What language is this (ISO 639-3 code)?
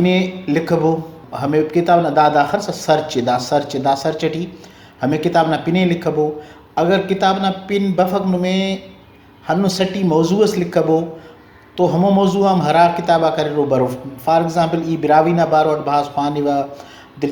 brh